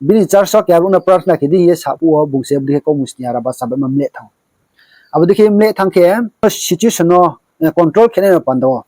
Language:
Riang (India)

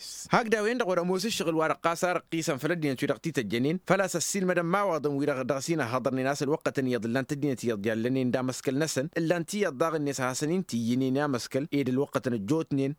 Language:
Tamasheq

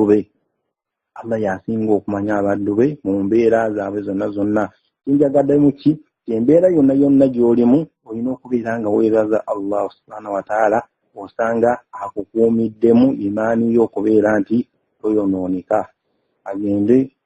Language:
Ganda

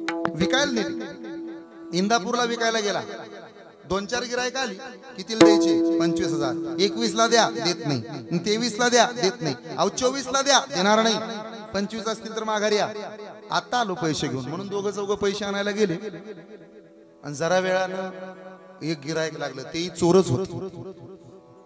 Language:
Marathi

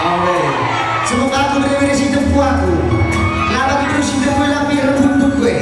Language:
Batak Karo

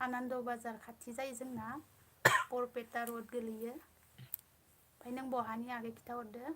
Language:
Bodo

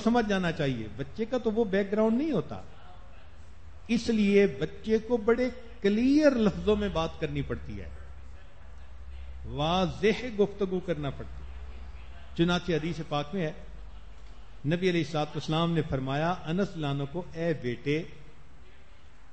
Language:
Urdu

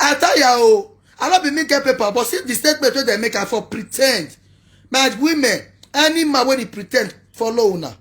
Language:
Nigerian Pidgin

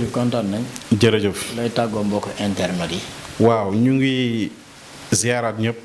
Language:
Wolof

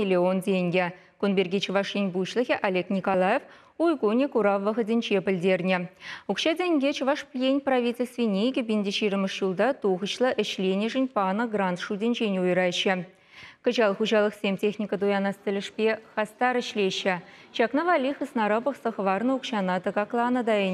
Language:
Chuvash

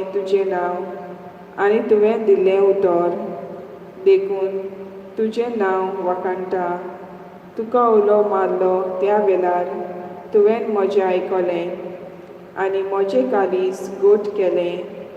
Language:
Konkani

